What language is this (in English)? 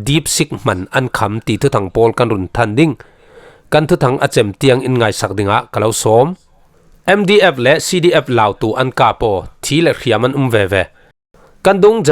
Falam Chin